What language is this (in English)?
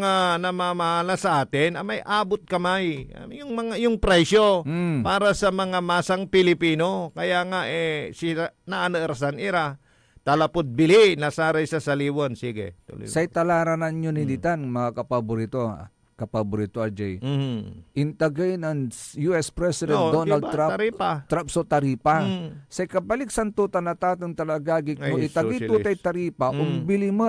Pangasinan